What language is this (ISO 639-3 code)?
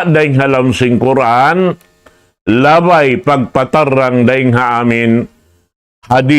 tsg